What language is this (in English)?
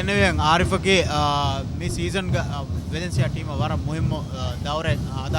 Divehi